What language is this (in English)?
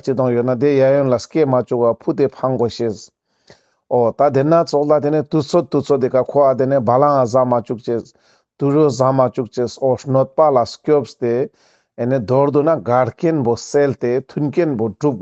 Ladakhi